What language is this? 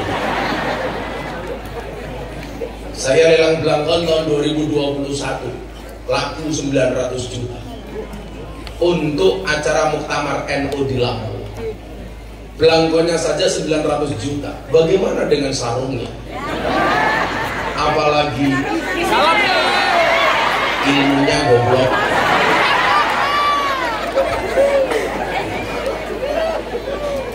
Indonesian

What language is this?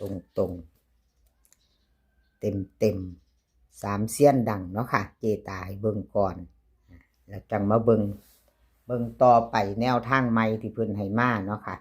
Northeastern Thai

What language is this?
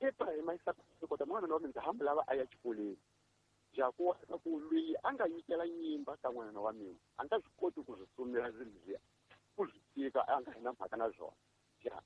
Tsonga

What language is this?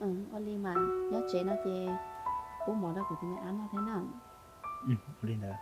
Hmong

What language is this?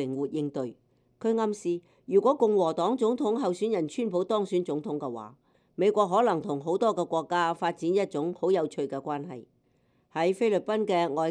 Cantonese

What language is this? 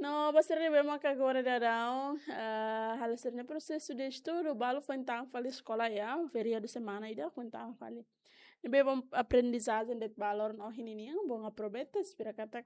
Tetum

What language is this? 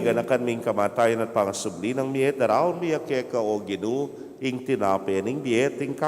Pampanga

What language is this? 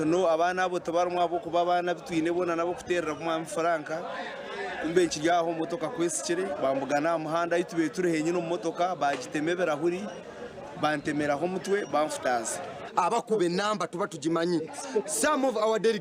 Nyankole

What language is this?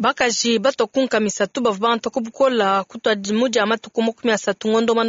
Luba-Lulua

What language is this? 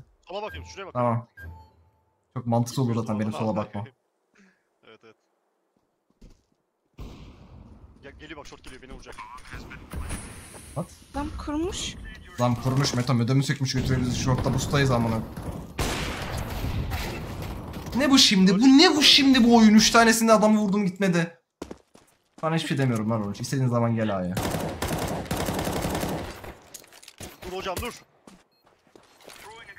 Turkish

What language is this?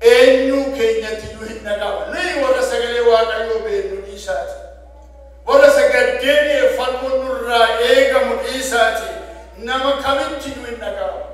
Oromo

